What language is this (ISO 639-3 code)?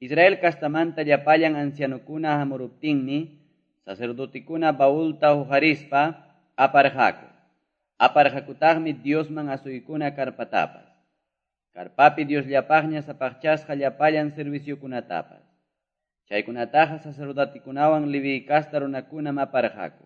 que